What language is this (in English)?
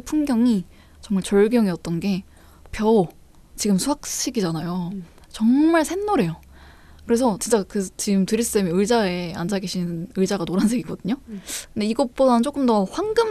Korean